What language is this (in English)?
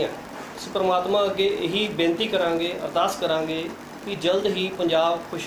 Punjabi